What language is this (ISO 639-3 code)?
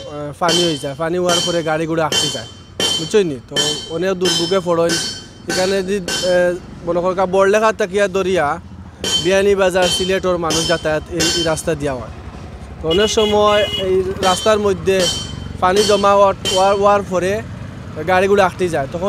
syl